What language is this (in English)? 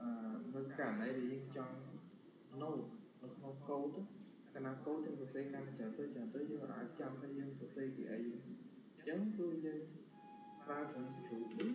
Khmer